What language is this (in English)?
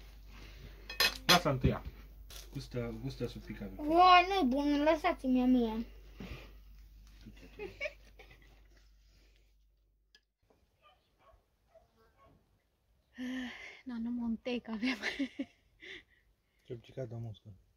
Romanian